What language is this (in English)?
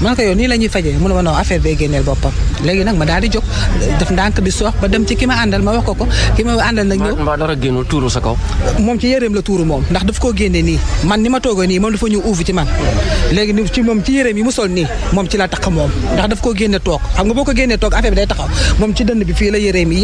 Wolof